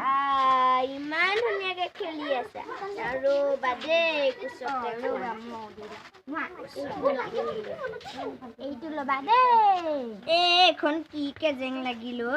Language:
Assamese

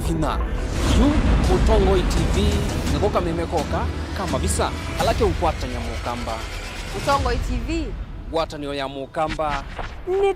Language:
Kamba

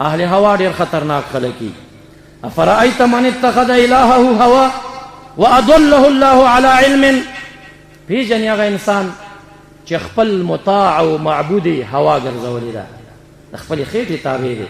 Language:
Pashto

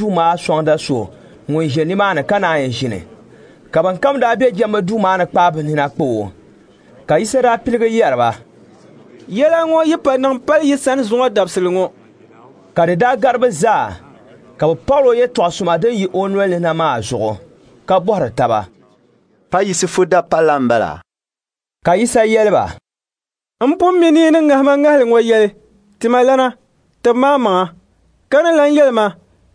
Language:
Dagbani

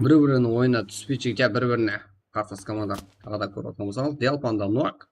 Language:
Kara-Kalpak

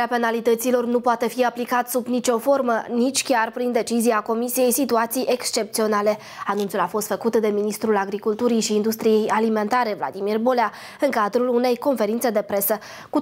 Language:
Romanian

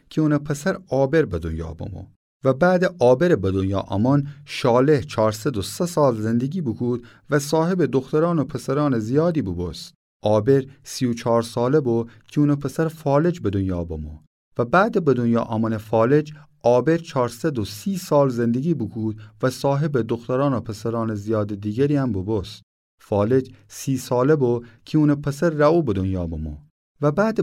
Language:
Gilaki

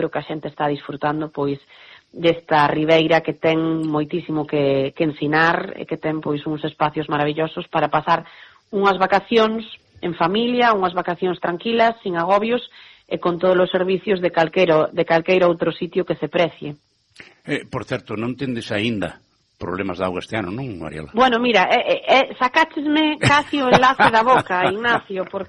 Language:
Galician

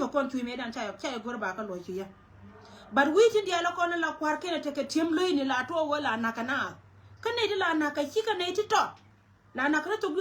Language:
Nuer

